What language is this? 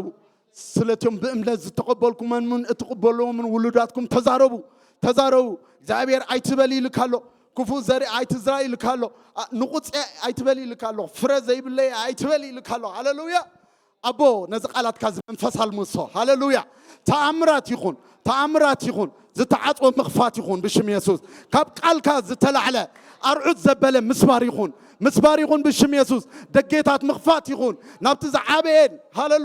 Tigrinya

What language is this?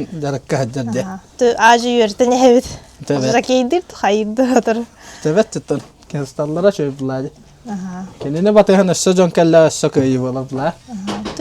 Yakut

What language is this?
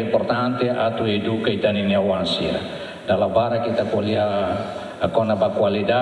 Tetum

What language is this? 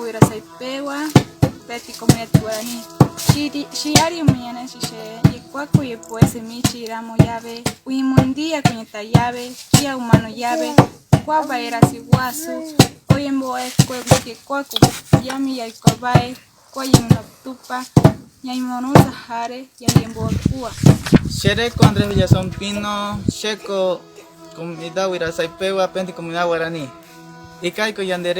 Guarani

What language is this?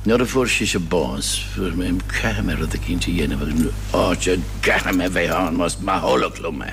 Irish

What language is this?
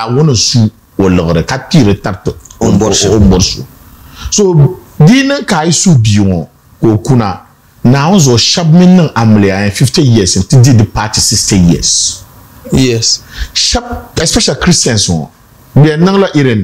Dagbani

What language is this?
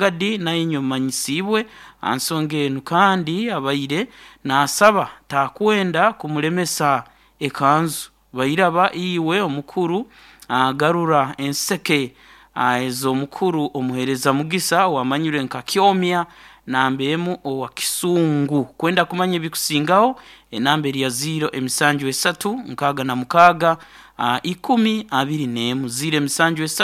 Nyankole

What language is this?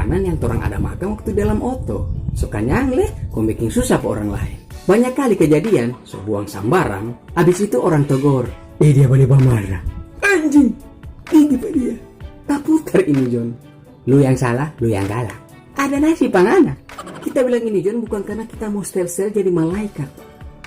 Manado Malay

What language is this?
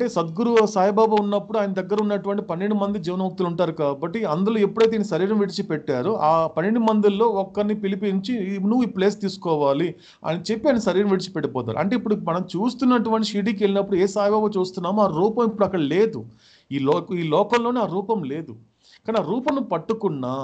Telugu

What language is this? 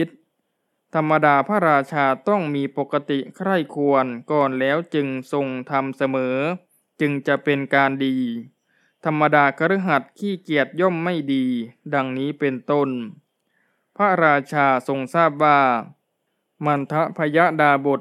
Thai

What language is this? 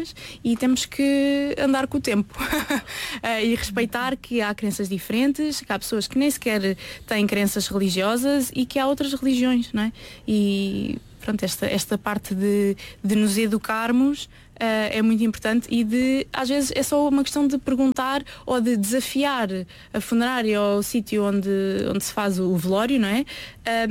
Portuguese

